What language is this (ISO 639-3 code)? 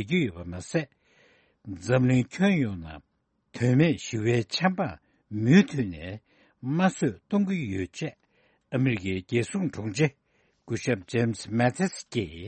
bod